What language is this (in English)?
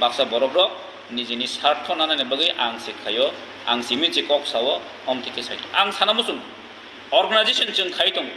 Kok Borok